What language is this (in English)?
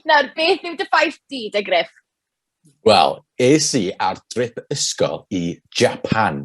Welsh